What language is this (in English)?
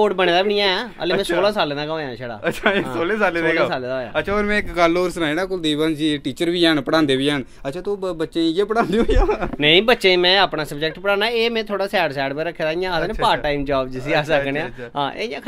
Dogri